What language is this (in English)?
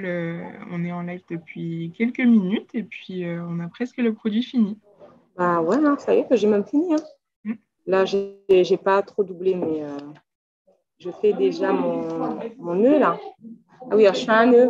French